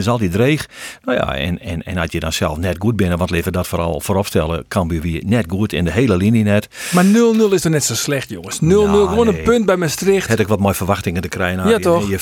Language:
Western Frisian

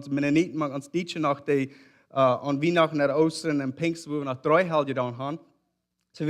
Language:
Plautdietsch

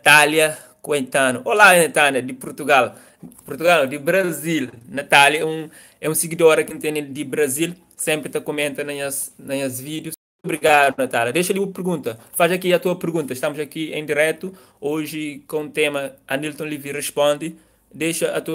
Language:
Kabuverdianu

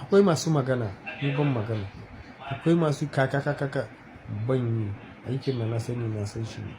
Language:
Hausa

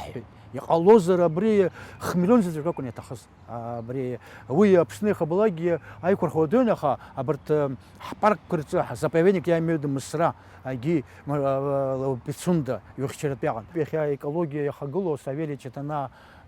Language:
Abkhazian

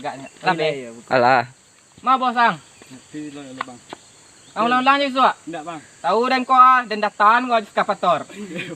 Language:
Minangkabau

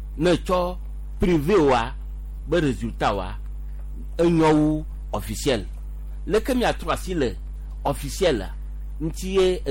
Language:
Gen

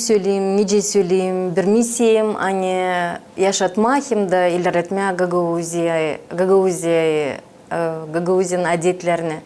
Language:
Gagauz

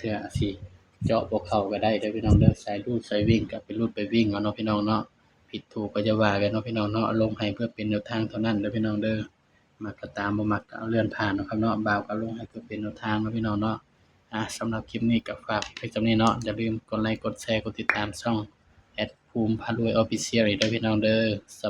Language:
Northeastern Thai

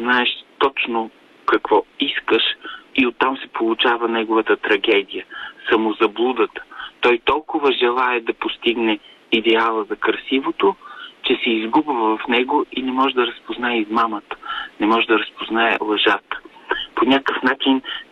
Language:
Bulgarian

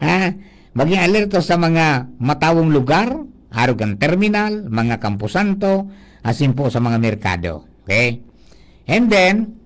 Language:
Bikol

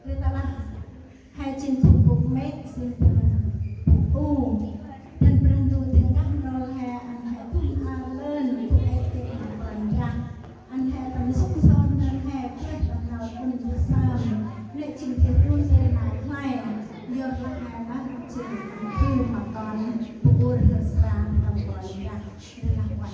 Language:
Central Mnong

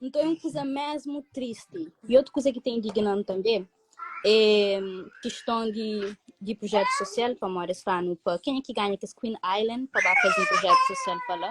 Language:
Kabuverdianu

